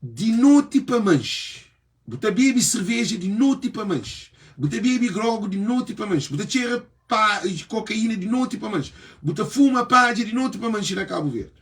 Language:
Kabuverdianu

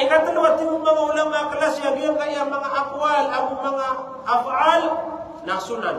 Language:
Maranao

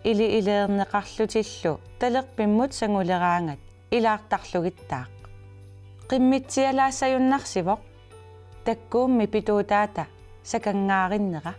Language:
Kalaallisut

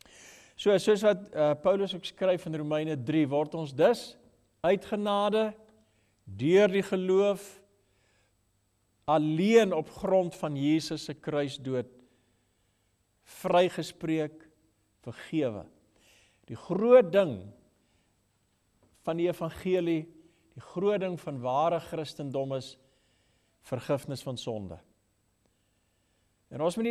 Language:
Afrikaans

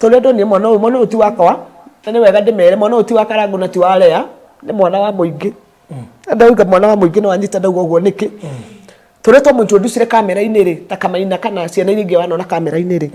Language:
Kikuyu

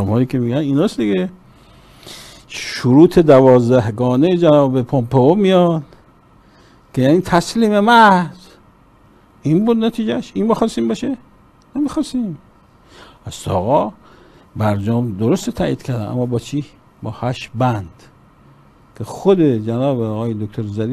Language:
Persian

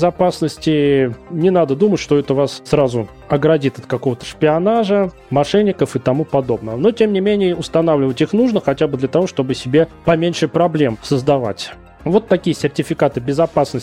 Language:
Russian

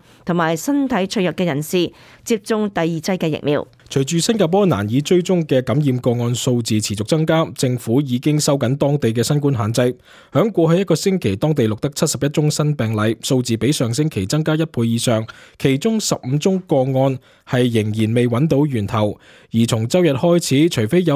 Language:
Cantonese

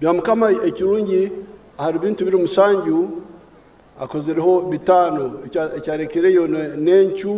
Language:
Nyankole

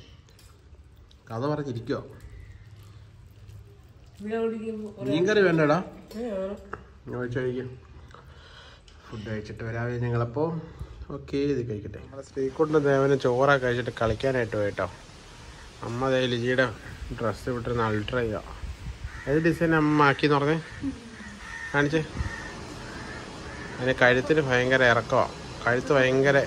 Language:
Malayalam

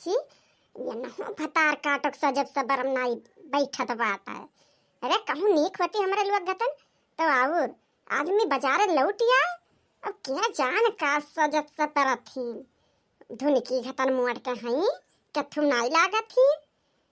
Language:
Awadhi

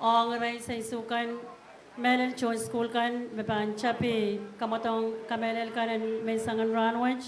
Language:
Pohnpeian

